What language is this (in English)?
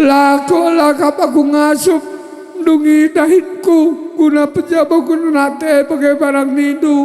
Batak Karo